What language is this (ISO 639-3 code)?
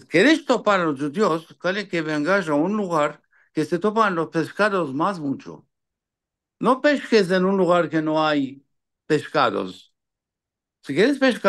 lad